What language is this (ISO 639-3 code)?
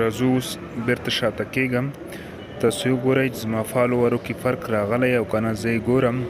pus